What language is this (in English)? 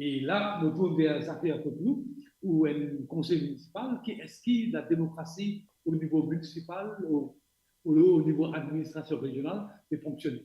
Morisyen